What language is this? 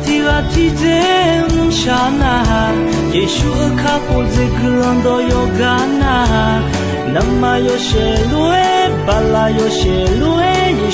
Akha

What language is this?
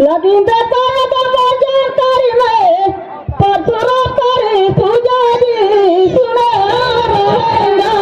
Surgujia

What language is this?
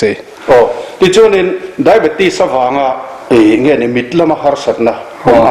Mizo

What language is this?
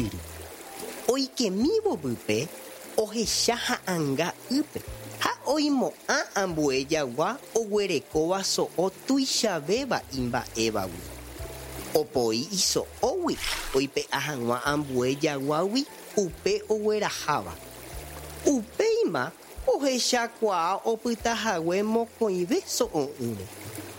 Guarani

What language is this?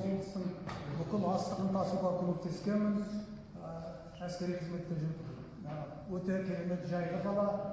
Kazakh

